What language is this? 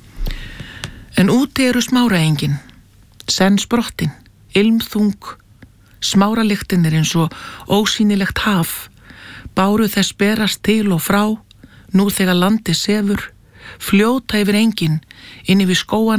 Icelandic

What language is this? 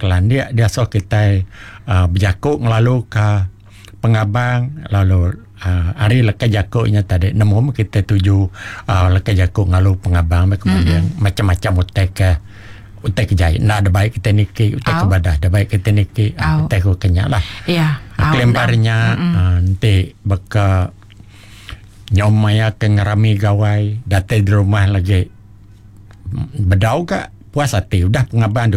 Iban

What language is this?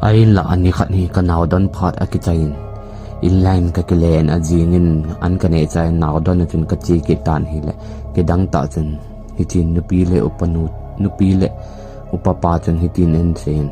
Thado Chin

